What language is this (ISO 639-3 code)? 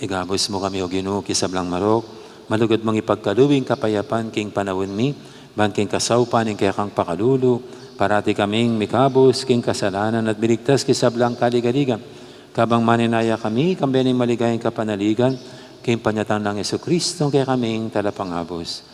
pam